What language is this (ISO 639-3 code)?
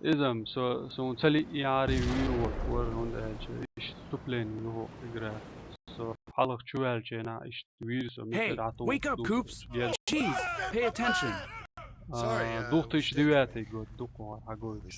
che